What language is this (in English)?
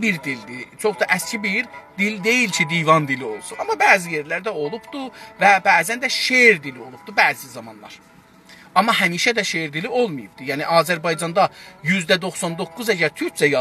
South Azerbaijani